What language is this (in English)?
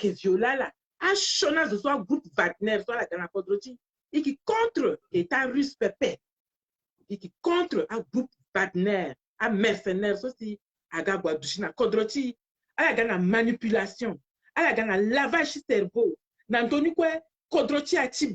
Sango